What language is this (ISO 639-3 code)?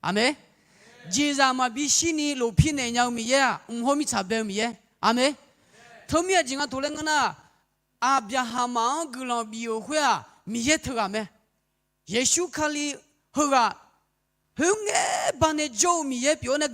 ahk